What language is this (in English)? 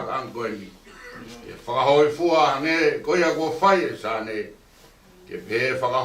Tongan